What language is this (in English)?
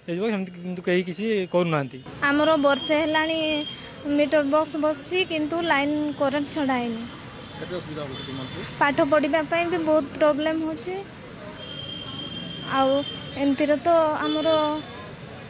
Odia